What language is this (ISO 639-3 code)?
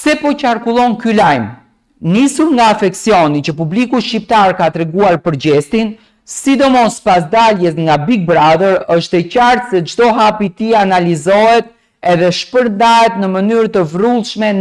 sqi